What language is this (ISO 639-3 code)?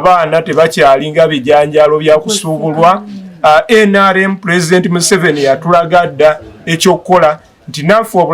lug